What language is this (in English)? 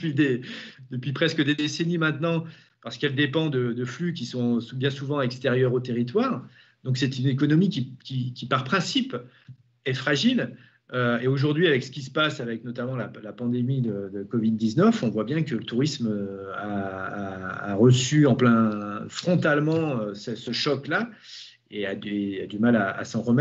French